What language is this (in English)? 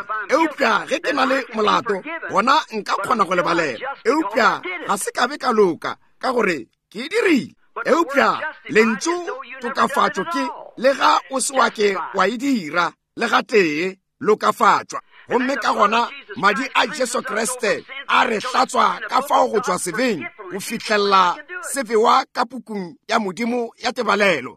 Northern Sotho